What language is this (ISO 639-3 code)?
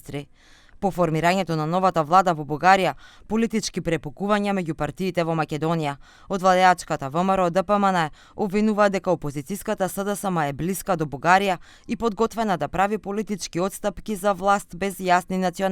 mkd